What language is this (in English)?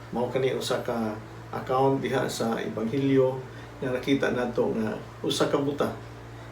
Cebuano